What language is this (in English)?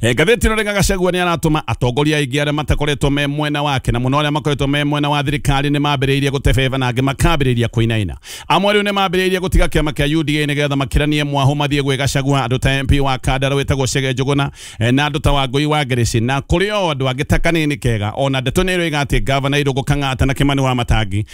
Kikuyu